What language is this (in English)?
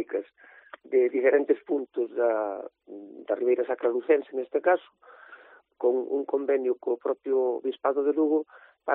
Galician